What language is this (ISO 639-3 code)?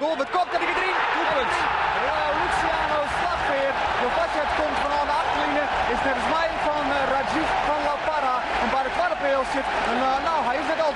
fry